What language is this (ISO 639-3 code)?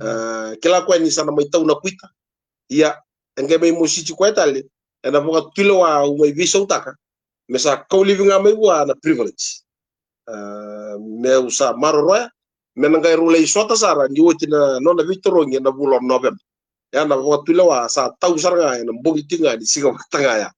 fij